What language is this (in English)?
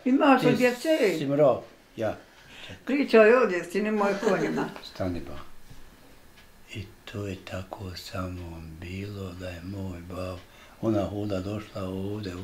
Bosnian